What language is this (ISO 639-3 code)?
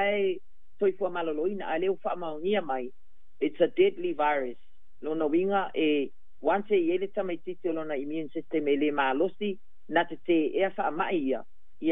smo